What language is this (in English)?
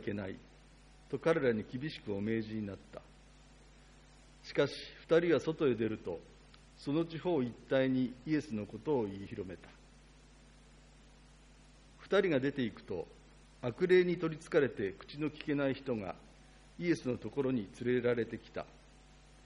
Japanese